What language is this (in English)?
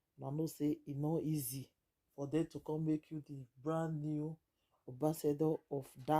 Nigerian Pidgin